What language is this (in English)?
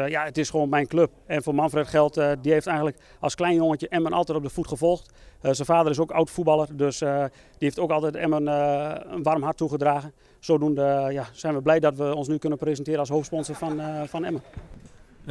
Dutch